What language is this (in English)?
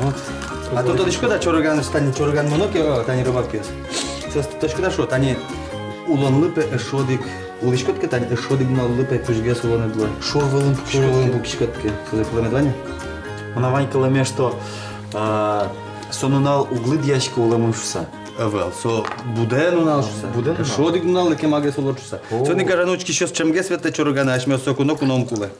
Udmurt